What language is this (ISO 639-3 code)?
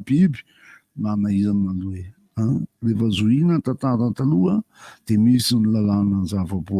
mlg